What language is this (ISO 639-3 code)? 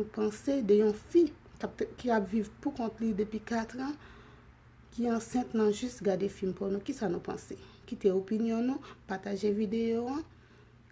hat